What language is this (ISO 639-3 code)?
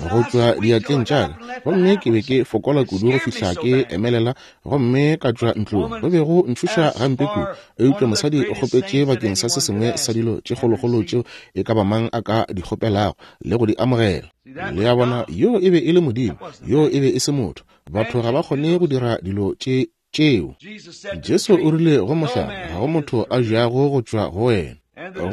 nso